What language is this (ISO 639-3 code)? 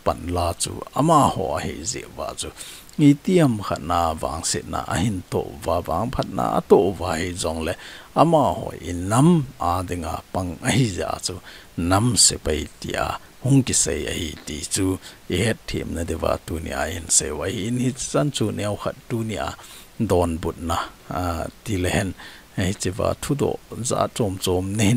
tcz